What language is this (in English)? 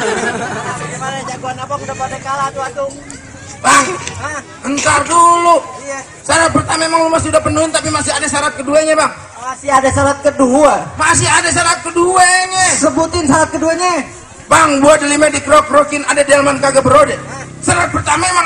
Betawi